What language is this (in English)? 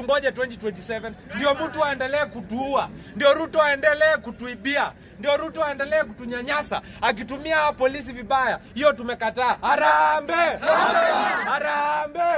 Swahili